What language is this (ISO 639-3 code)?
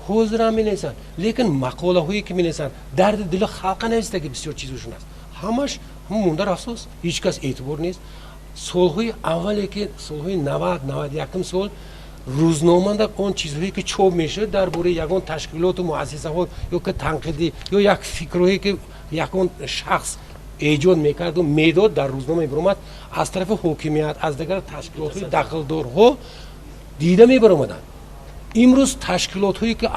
tgk